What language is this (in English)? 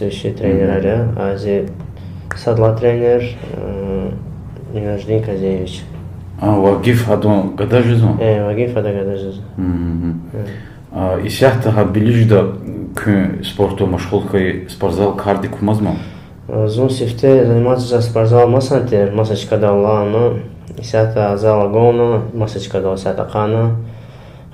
Lezghian